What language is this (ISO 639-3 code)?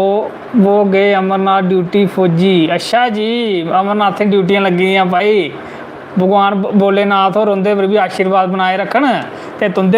doi